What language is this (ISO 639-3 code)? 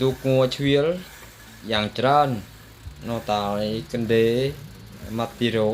khm